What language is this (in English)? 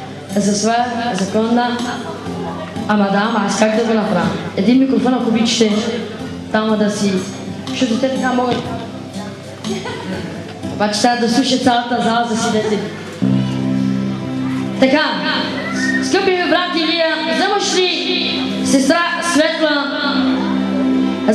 Bulgarian